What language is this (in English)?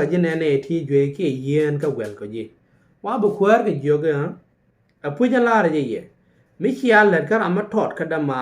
Nuer